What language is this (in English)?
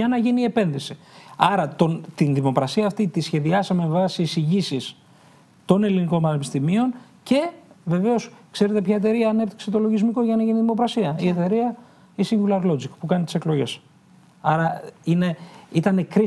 Greek